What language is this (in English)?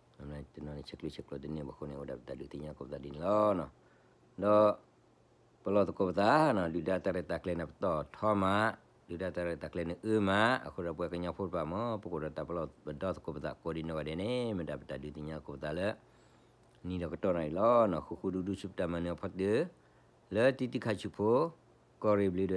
S'gaw Karen